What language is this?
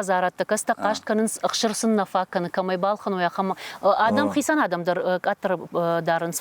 Ossetic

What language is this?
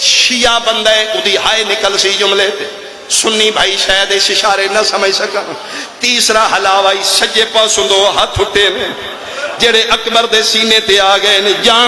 Pahari-Potwari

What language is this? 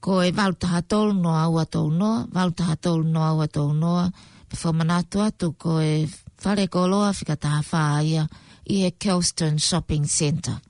Tongan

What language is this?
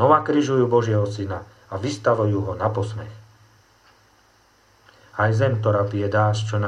Slovak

